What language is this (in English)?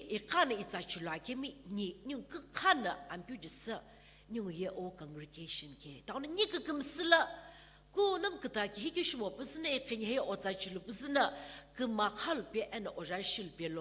Sumi Naga